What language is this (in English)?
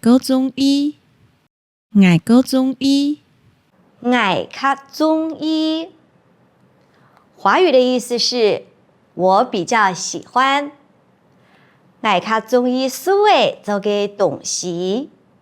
Hakka Chinese